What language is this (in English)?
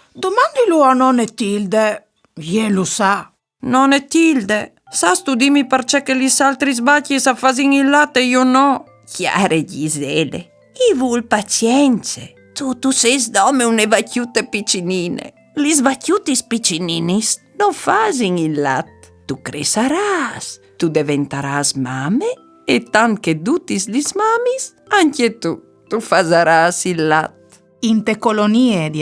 Friulian